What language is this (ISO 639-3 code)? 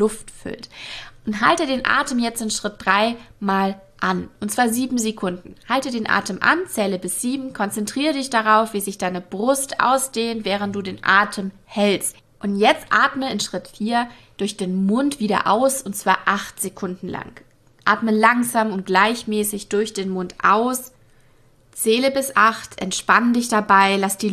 deu